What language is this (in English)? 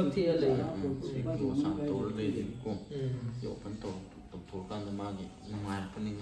Manipuri